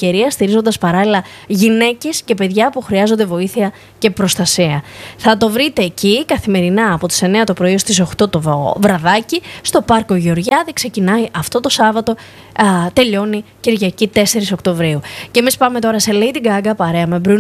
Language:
Greek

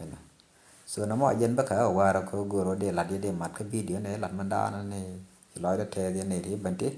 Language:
Nuer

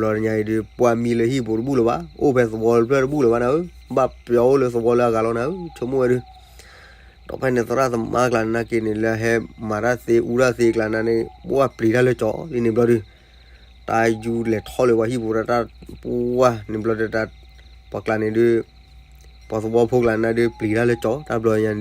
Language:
S'gaw Karen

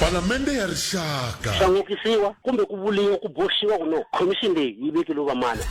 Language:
Tsonga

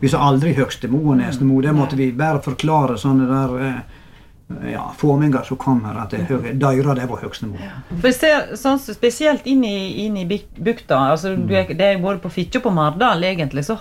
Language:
Norwegian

